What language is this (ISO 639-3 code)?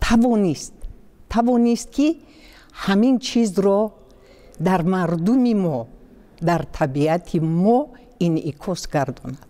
tgk